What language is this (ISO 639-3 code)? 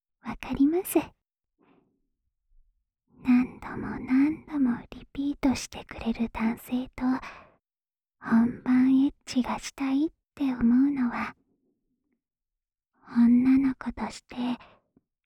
jpn